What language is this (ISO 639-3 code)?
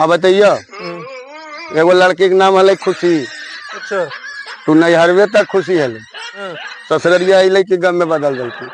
mag